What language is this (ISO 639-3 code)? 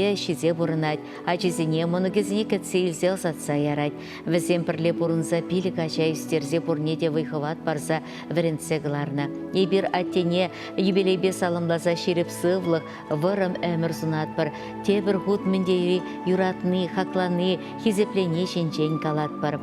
chv